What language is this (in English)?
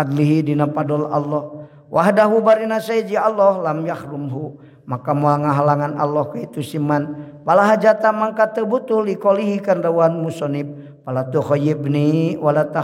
Sundanese